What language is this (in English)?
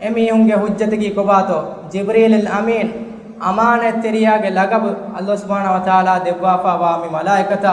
Divehi